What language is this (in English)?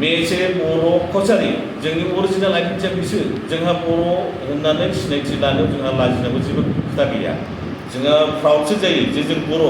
Bodo